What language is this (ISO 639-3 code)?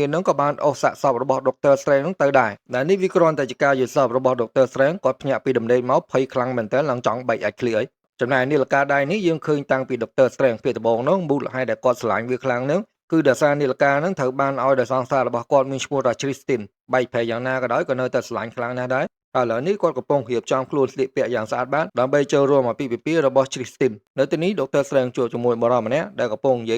khm